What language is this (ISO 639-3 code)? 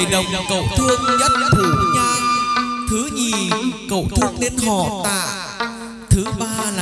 vie